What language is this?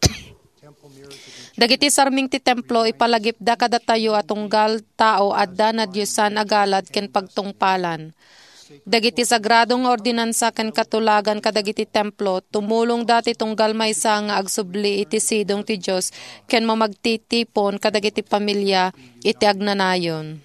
Iloko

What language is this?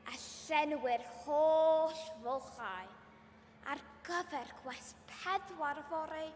Welsh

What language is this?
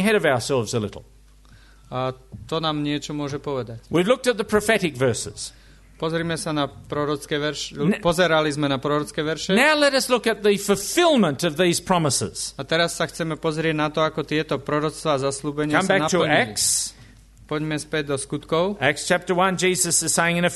Slovak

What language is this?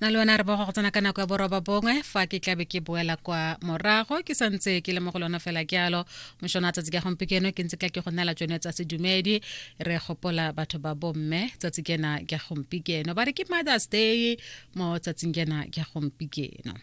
Tswana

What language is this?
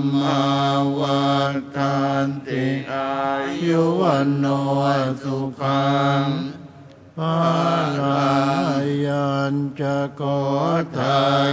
Pali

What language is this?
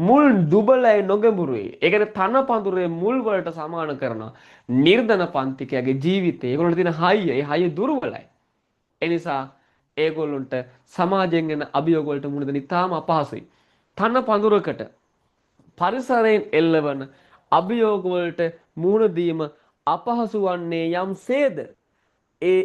Sinhala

